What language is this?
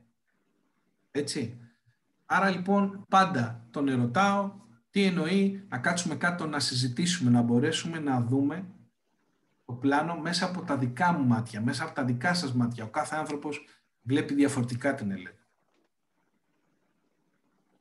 Greek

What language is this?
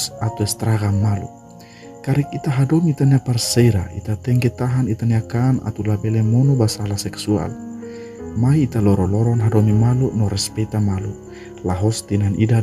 Tetum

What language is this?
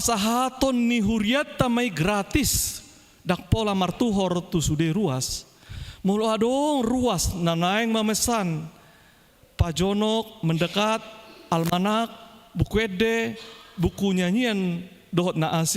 Batak Toba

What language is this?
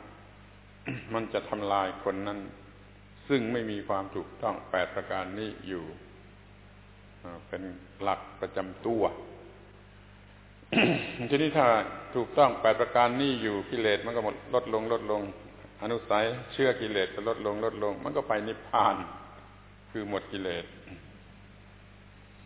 Thai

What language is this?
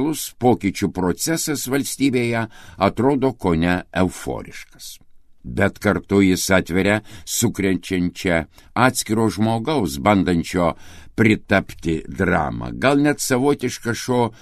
Lithuanian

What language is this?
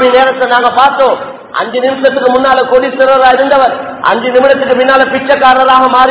Tamil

